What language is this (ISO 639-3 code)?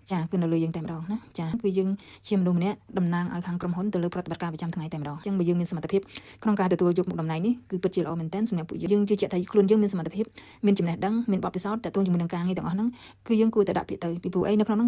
khm